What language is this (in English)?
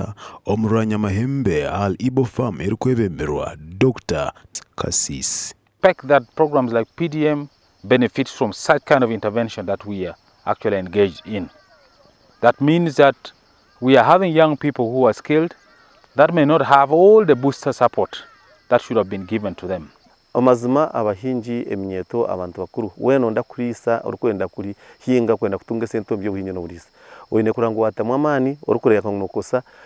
Nyankole